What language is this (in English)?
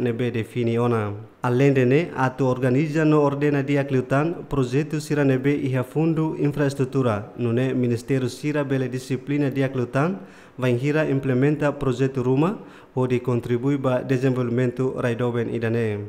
Tetum